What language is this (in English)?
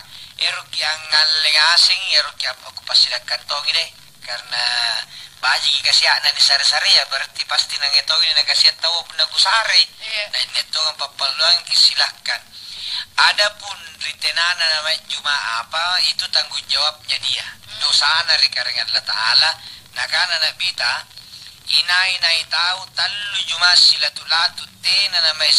Makasar